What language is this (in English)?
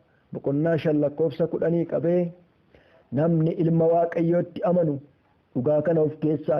Oromo